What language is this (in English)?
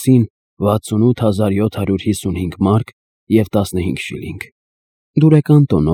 Armenian